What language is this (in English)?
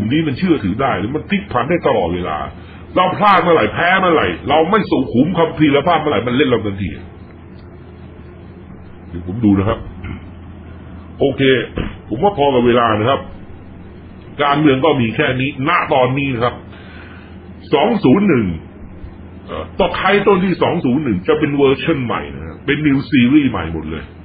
Thai